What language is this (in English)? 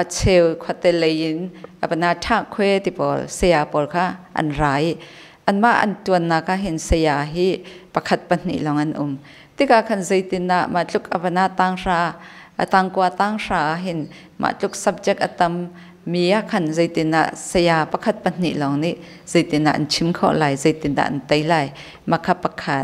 Hakha Chin